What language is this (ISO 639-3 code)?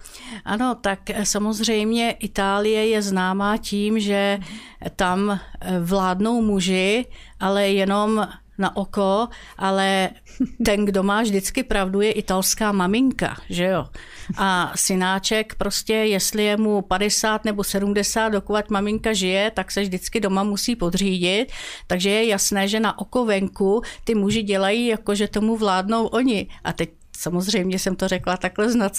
ces